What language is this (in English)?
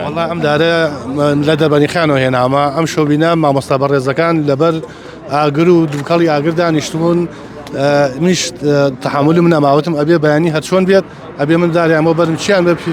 Central Kurdish